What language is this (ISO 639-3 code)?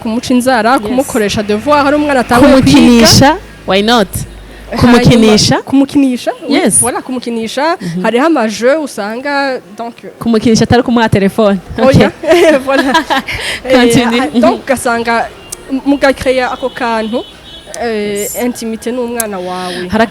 run